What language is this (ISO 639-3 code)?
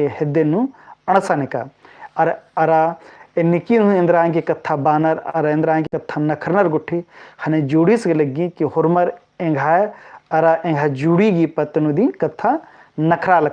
kru